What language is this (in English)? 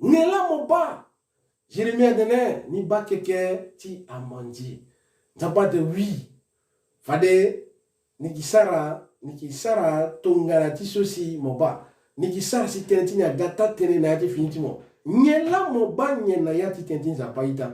Sango